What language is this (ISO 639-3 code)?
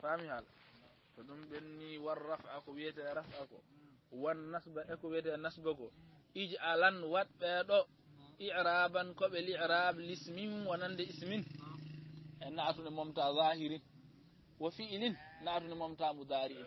ful